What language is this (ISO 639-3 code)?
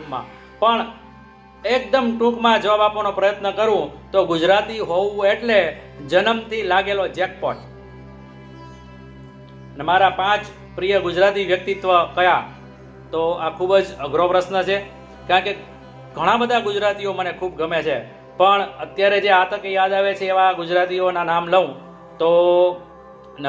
guj